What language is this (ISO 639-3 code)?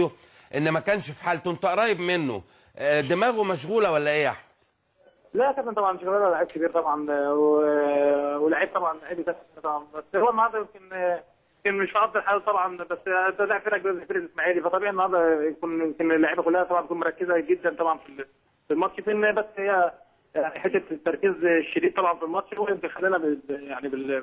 arz